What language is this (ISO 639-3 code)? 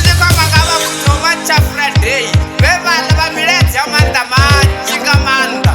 ven